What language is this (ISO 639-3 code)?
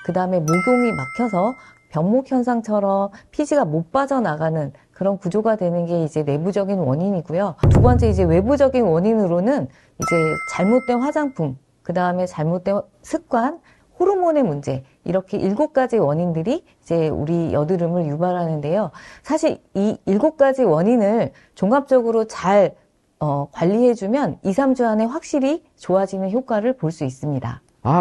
kor